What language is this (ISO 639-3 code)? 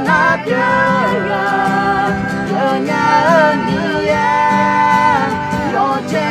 ahk